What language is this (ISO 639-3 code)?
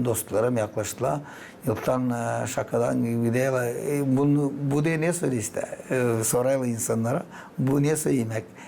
gag